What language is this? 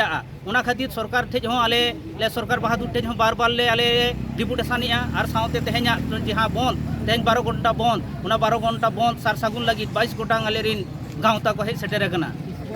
Santali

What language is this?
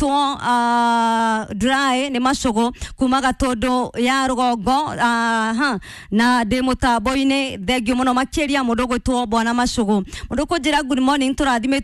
Kikuyu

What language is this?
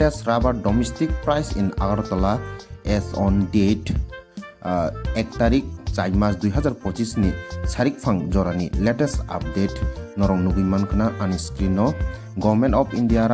Kok Borok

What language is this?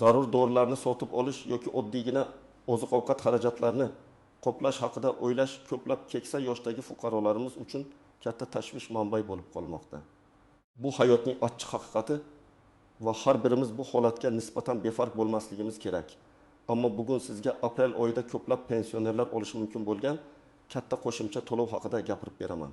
Uzbek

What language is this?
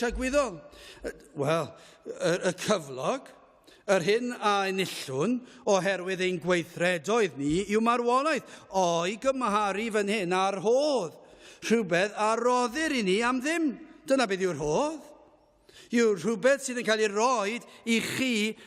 Welsh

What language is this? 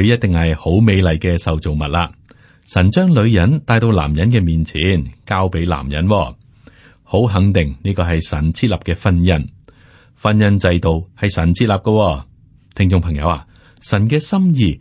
Cantonese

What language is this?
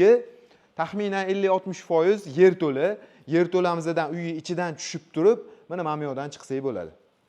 Uzbek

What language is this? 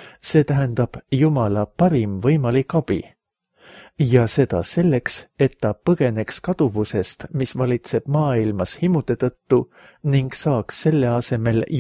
Estonian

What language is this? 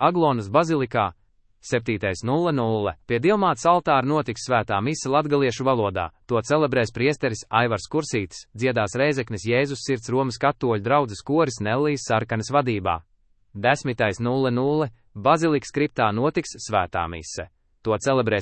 Latvian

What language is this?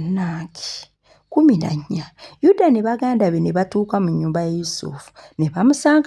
Ganda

